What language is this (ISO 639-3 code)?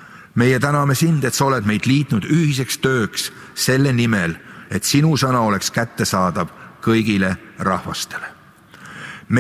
est